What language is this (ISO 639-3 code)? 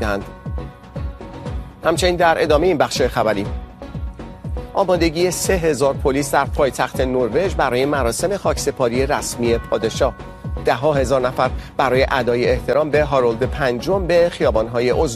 fas